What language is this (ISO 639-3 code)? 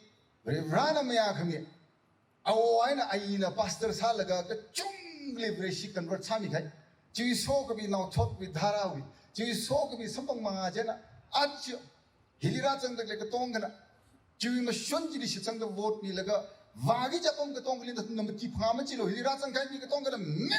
nmf